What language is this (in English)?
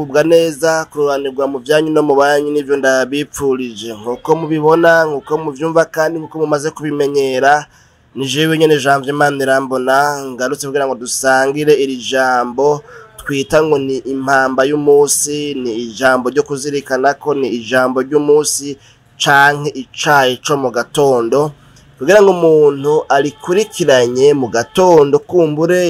Rundi